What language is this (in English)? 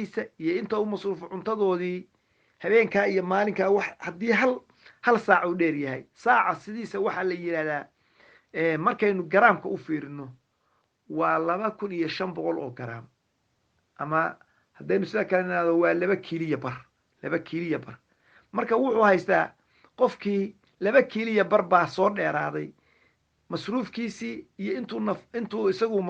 Somali